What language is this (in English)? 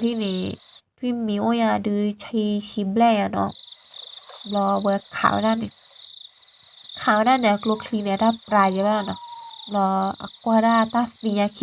S'gaw Karen